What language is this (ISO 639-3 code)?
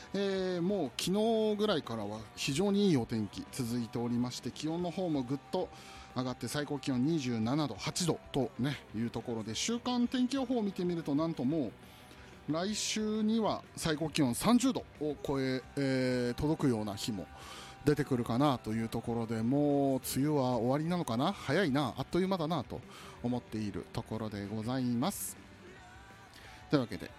jpn